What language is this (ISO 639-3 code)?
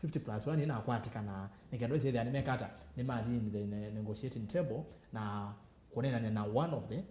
kam